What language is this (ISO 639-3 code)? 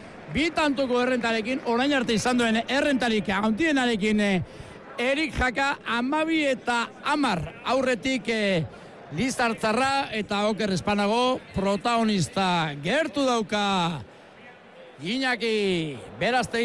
eus